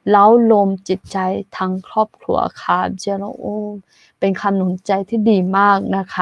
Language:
Akha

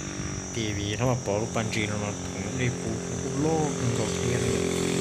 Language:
Hmong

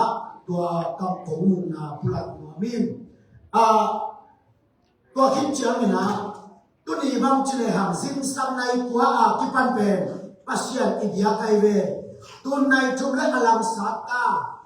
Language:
Tedim Chin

